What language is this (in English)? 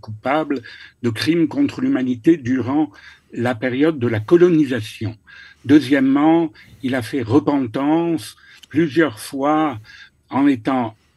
French